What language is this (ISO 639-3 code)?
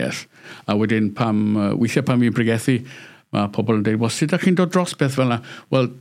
cym